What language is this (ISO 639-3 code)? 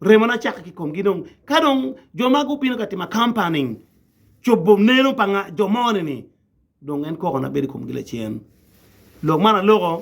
ach